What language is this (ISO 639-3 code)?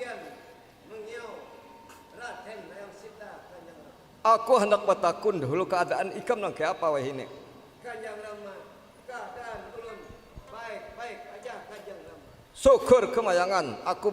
bjn